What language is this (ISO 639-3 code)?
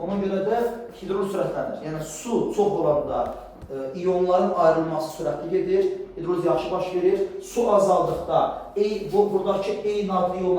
aze